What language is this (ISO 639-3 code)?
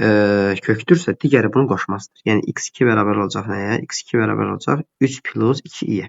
aze